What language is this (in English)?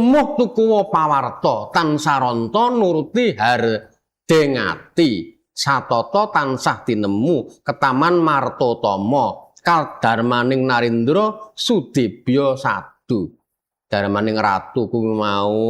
Javanese